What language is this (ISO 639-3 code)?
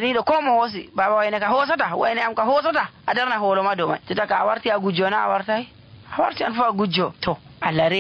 fuv